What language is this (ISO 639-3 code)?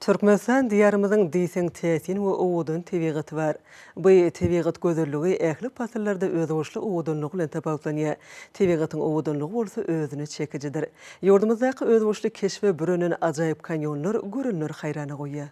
tuk